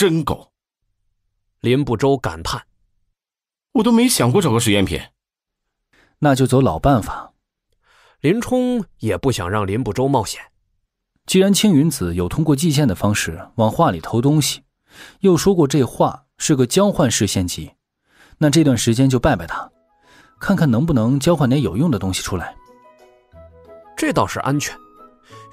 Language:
Chinese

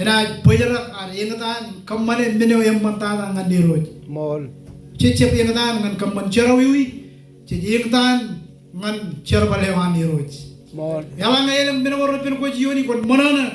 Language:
Marshallese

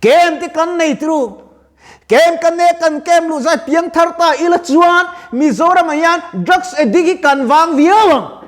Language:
Mizo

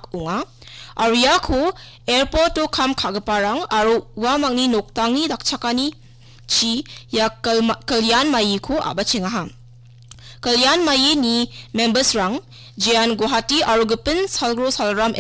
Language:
Garo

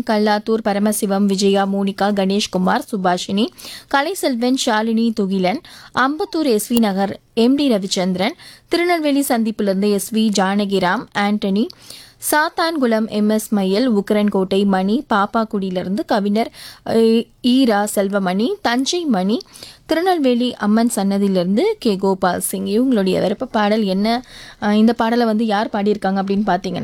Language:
Tamil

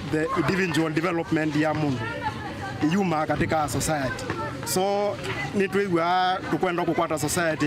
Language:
Kamba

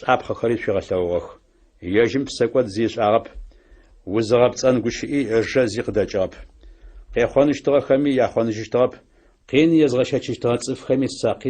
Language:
Adyghe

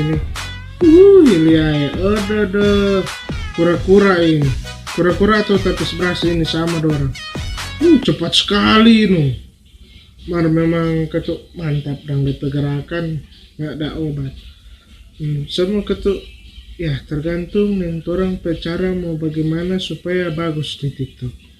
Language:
Manado Malay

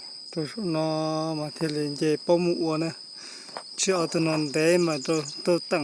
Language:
Hmong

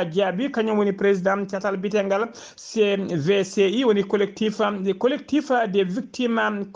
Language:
Fula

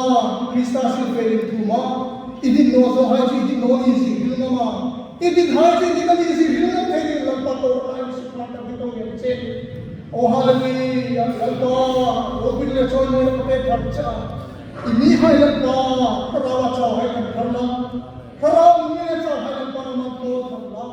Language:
Hmar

